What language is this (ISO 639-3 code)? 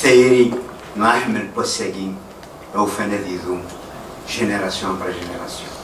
kab